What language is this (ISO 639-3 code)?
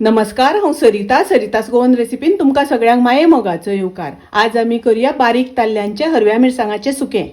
kok